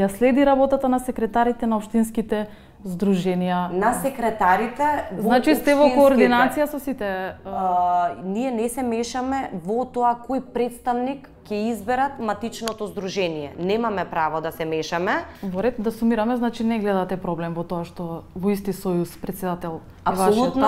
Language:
Macedonian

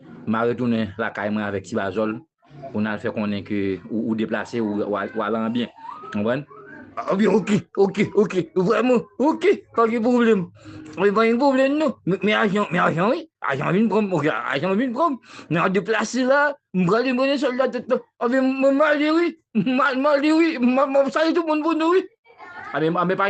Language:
Haitian Creole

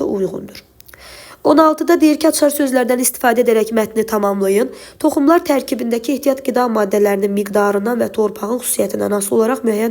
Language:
Azerbaijani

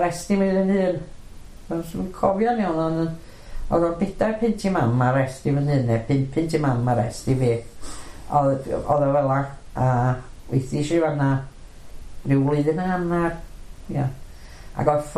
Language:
Welsh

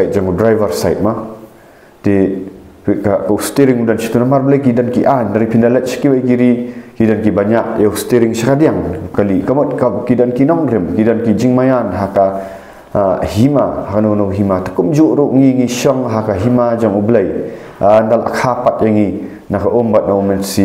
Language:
Khasi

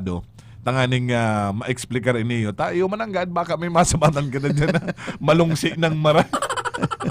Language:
Bikol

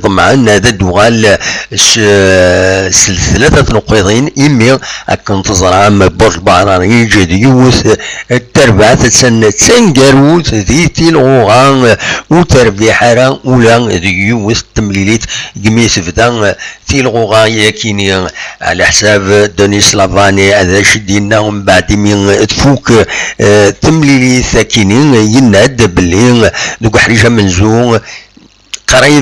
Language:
Kabyle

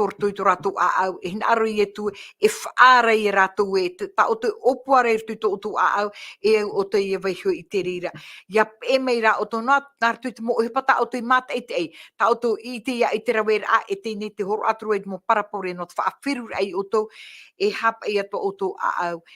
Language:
Tahitian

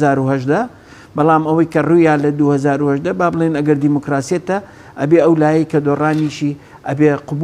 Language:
Central Kurdish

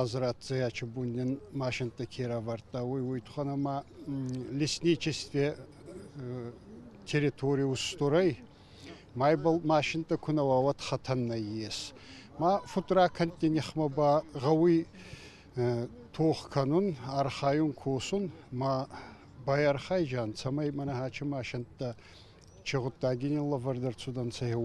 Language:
Ossetic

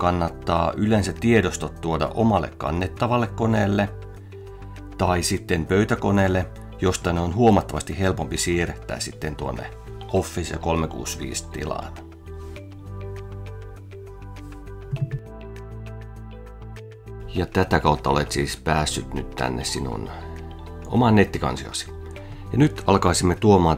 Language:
Finnish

